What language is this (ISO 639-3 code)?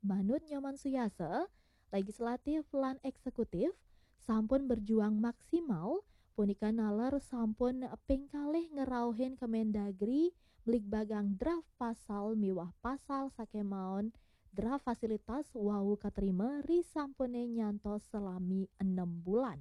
ban